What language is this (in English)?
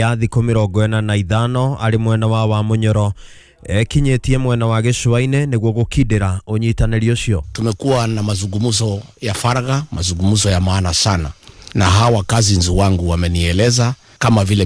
Kikuyu